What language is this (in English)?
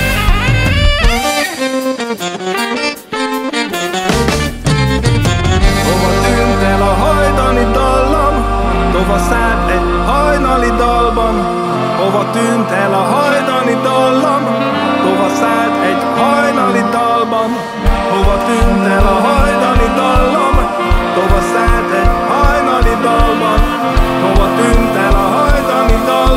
Hungarian